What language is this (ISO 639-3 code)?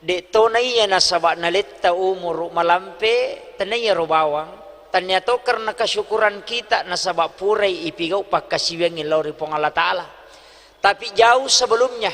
bug